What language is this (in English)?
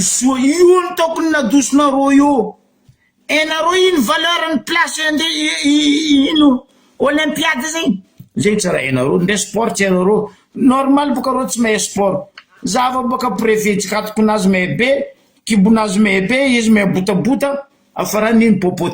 Malagasy